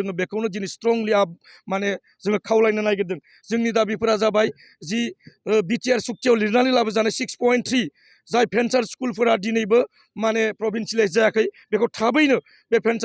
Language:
Bodo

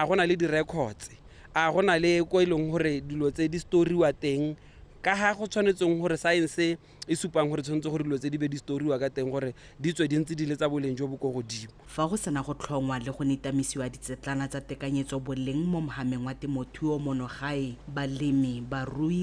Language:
Tswana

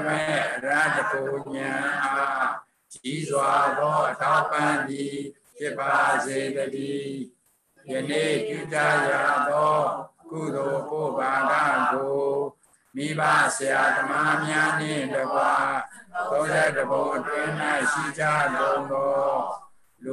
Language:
Burmese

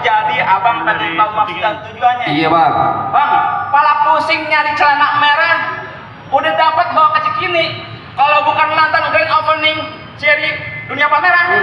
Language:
Betawi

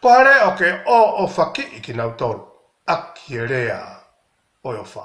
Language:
Tongan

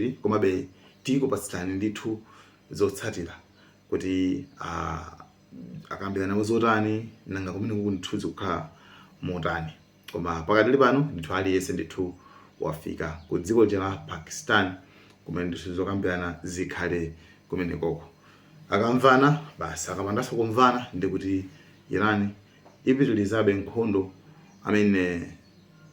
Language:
Nyanja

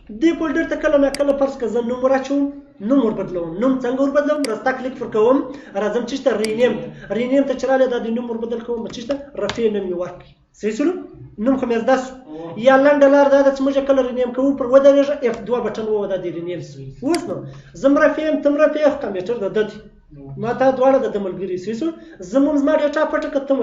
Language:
Pashto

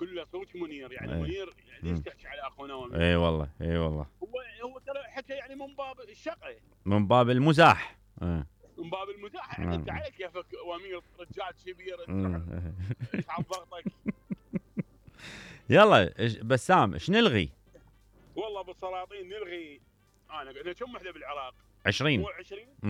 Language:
Mesopotamian Arabic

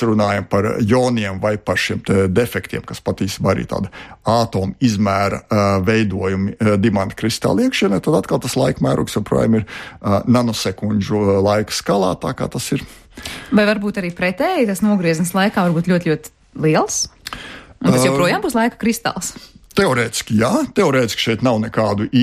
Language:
Latvian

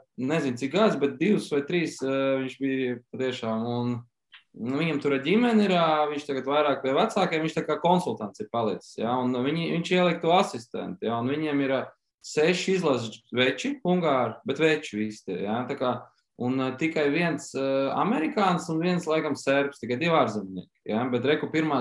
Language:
Latvian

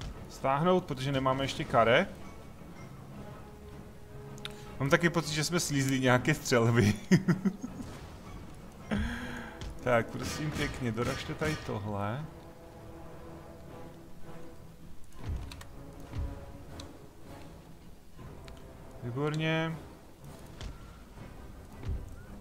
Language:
Czech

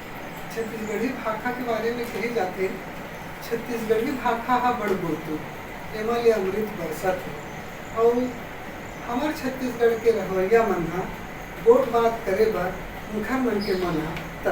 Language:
Chhattisgarhi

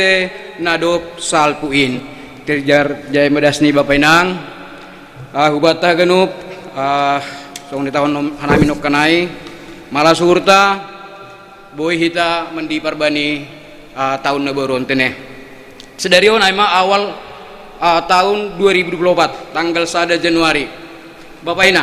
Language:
Batak Simalungun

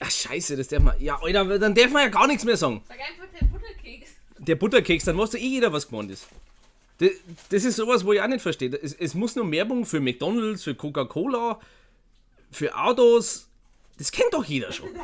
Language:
Bavarian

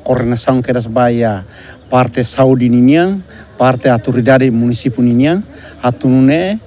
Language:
Tetum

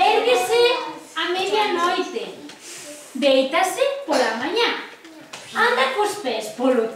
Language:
Galician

